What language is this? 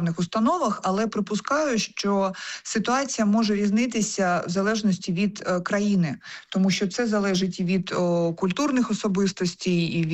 Ukrainian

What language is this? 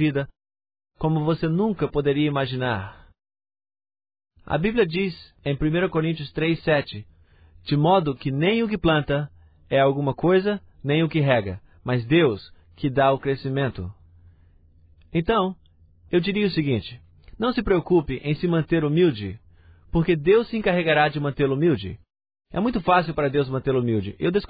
Portuguese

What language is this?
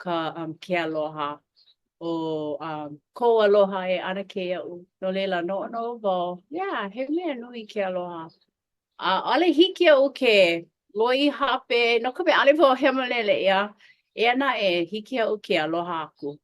Hawaiian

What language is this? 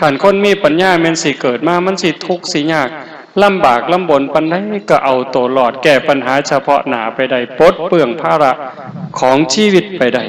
Northeastern Thai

